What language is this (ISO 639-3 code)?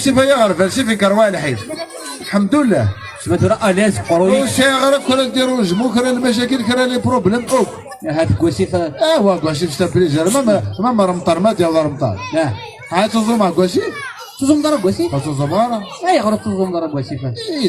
kab